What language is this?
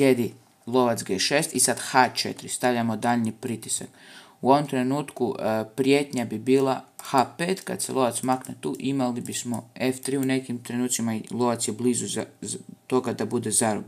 Croatian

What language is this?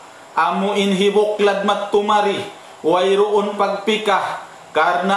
Tausug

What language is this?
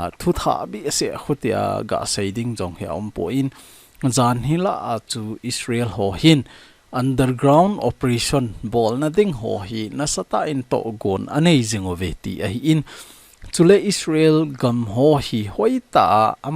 Thado Chin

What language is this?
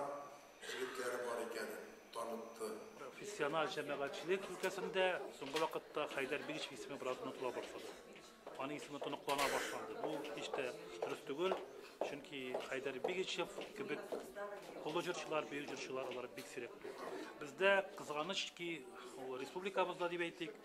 Tatar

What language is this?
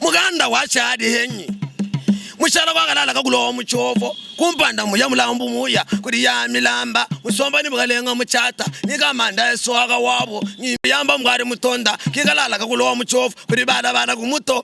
Luba-Lulua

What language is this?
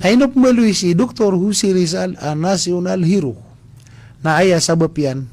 Maranao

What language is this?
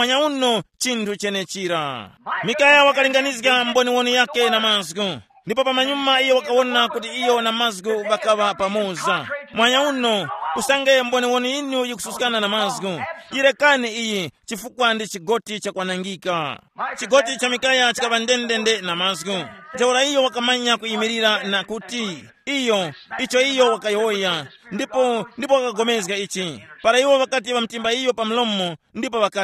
Tumbuka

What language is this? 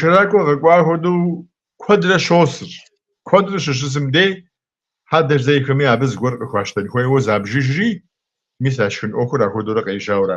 Kabardian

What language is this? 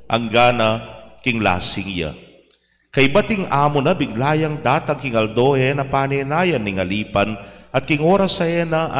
Pampanga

